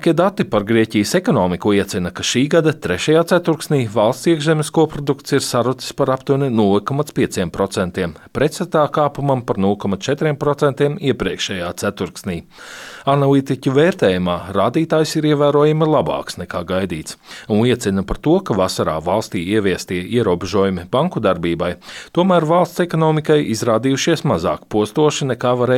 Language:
Latvian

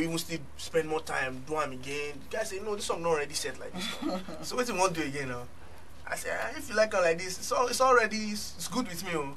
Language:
Nigerian Pidgin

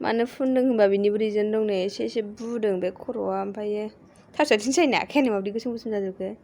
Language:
Bodo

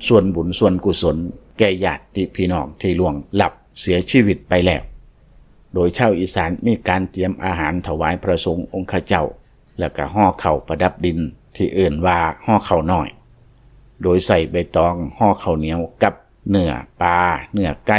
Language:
Lao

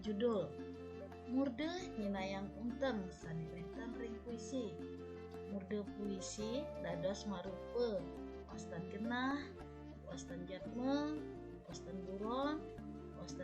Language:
Balinese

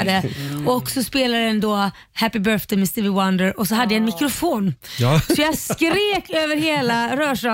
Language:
Swedish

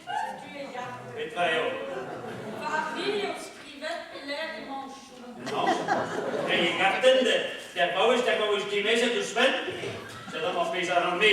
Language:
Breton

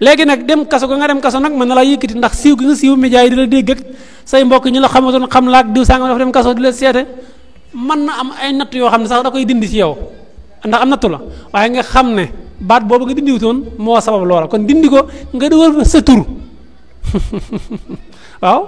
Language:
Wolof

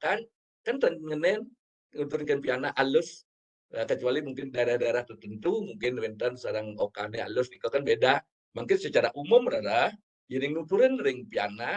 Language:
Balinese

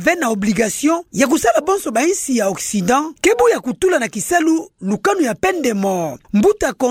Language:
Kituba (Democratic Republic of Congo)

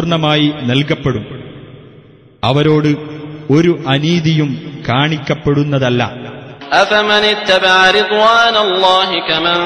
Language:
Malayalam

